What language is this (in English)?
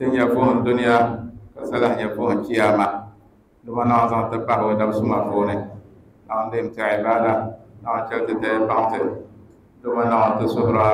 Dagbani